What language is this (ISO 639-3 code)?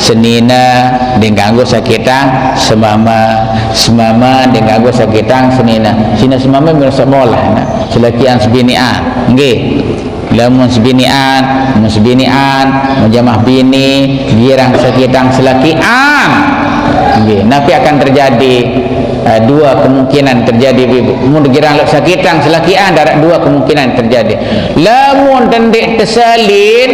sas